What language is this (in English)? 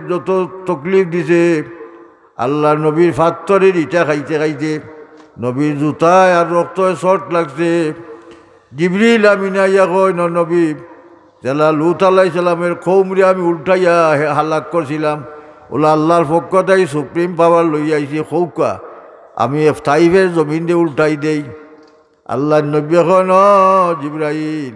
Sylheti